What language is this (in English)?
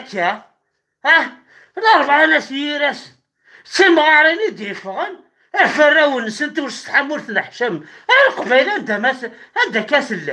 Kabyle